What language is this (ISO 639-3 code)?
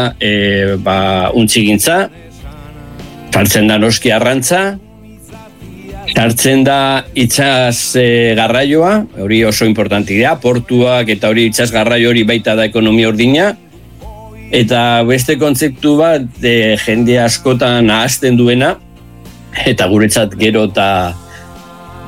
eus